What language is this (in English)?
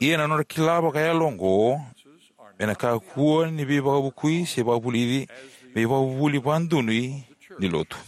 Fijian